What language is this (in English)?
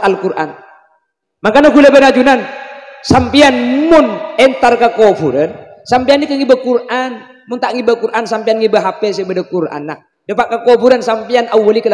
Madurese